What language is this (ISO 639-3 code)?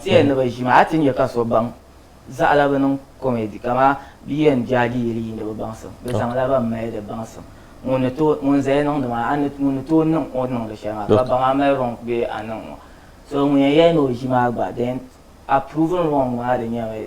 dag